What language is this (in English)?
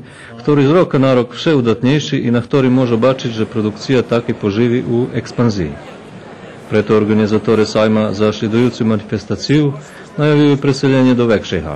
Rusyn